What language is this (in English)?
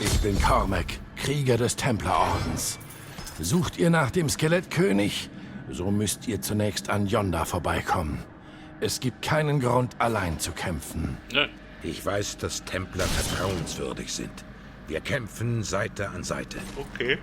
Swiss German